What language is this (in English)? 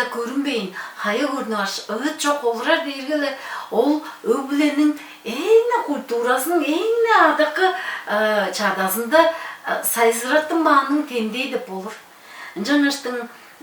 Tuvinian